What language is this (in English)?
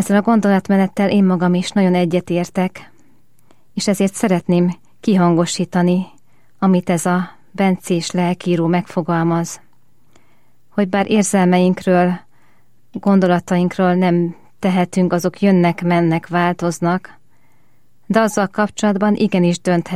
Hungarian